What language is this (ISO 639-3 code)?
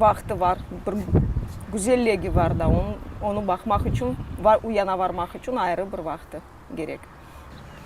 crh